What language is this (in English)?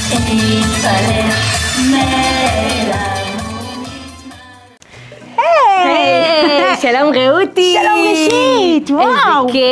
Hebrew